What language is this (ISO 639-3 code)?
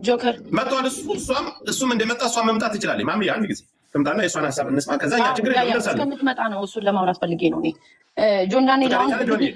amh